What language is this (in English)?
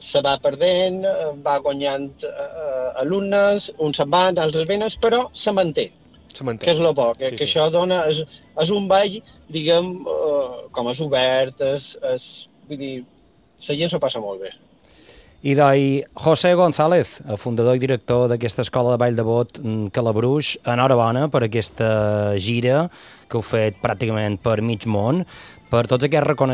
Catalan